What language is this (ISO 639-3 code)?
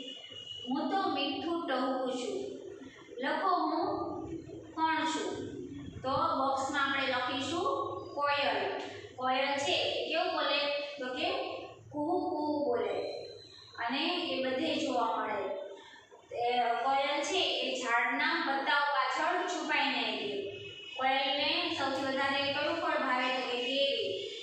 guj